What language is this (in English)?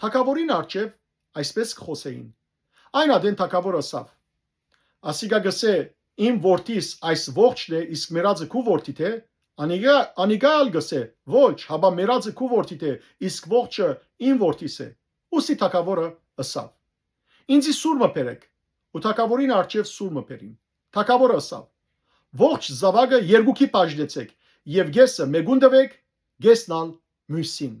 Western Armenian